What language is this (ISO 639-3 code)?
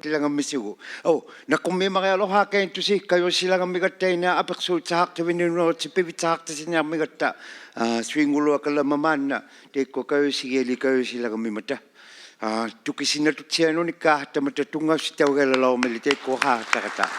iku